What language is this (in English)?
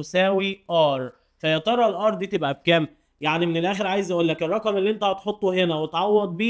Egyptian Arabic